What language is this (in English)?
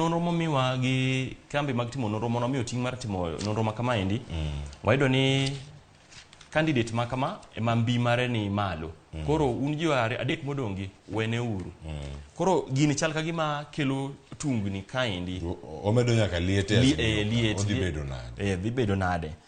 Luo (Kenya and Tanzania)